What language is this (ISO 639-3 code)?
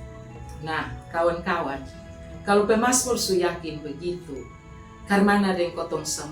mkn